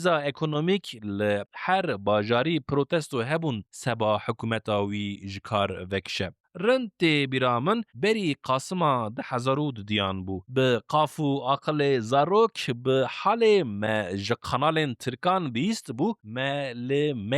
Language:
Kurdish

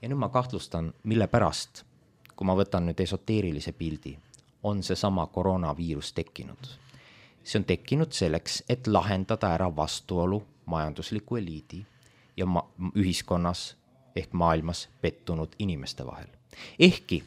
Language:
Estonian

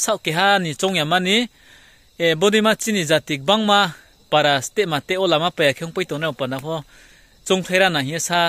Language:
Riang (India)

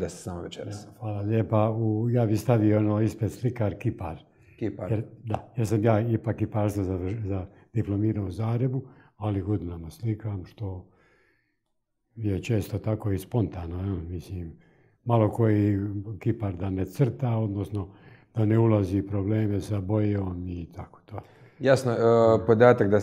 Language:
Croatian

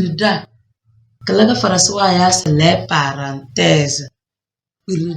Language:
Tem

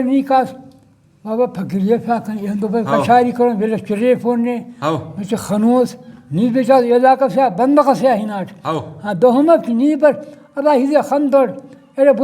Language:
Brahui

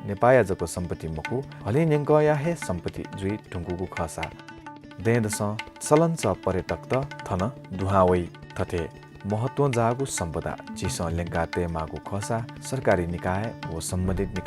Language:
Newari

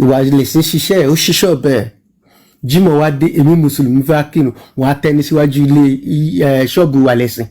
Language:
Yoruba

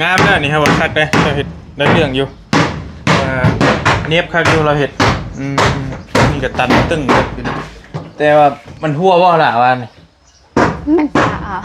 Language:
Northeastern Thai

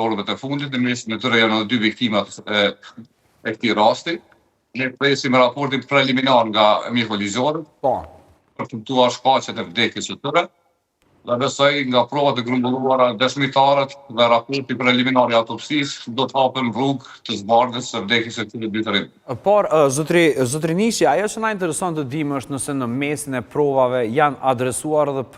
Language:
Albanian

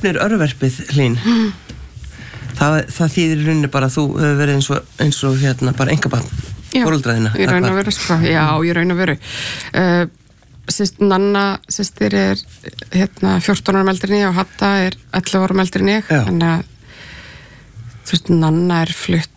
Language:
Icelandic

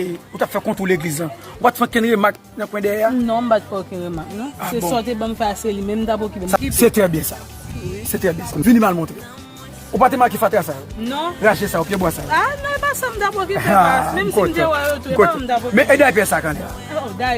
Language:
Haitian Creole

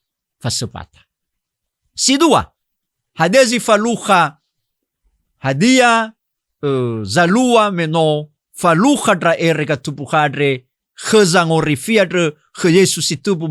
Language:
Nias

